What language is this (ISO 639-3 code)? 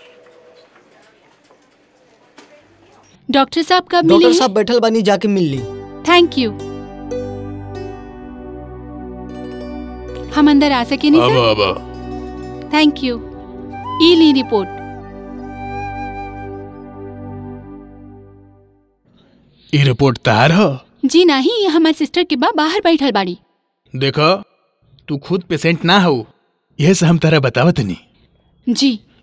bho